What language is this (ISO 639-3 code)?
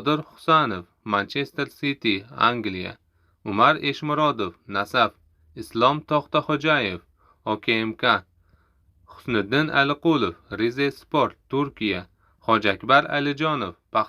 uzb